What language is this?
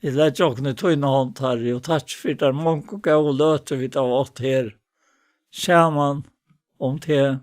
Faroese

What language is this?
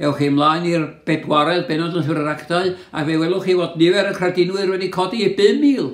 Welsh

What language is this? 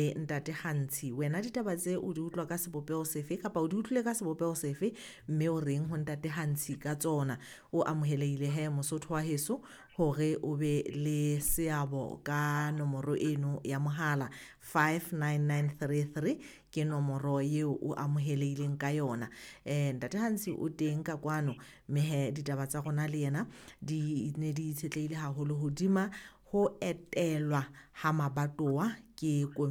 Southern Sotho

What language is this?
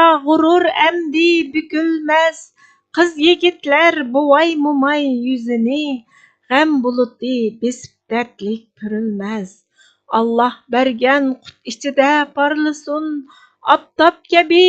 Uyghur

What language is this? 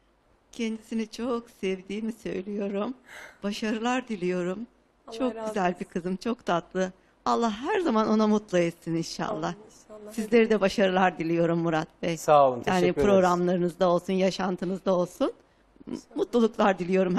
Turkish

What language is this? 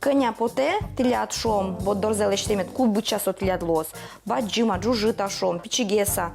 Udmurt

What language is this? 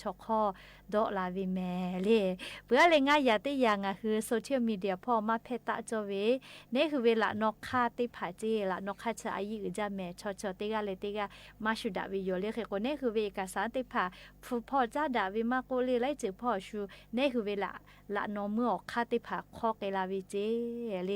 Lahu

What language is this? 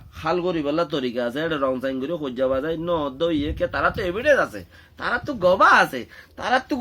Rohingya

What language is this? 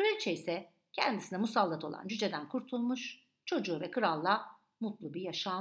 Turkish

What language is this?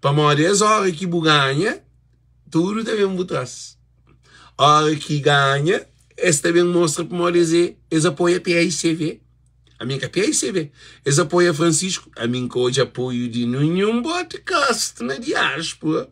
Kabuverdianu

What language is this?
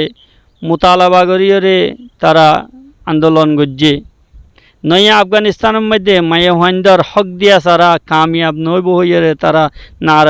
Rohingya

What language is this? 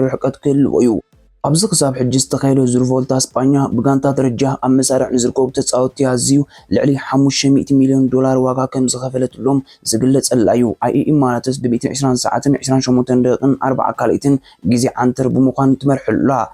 Tigrinya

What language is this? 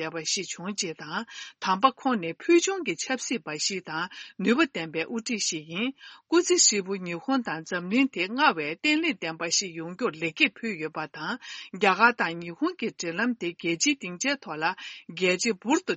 Tibetan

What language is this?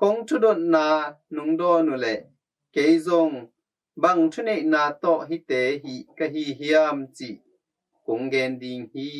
Tedim Chin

